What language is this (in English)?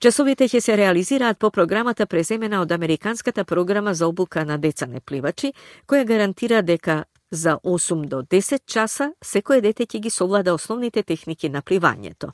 Macedonian